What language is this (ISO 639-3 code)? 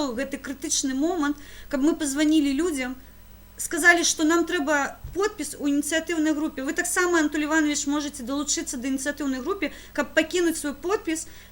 bel